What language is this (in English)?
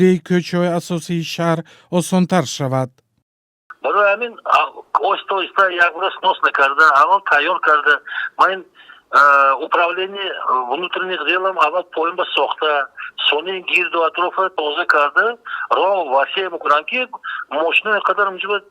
Tajik